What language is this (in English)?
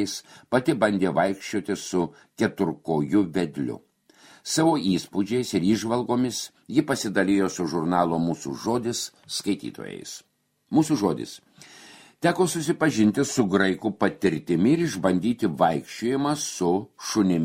Lithuanian